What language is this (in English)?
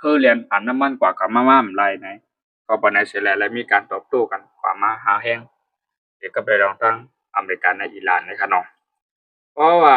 Shan